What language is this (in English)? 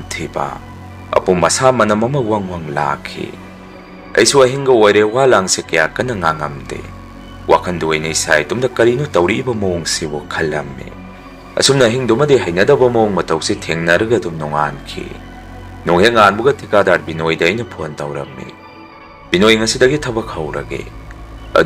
Manipuri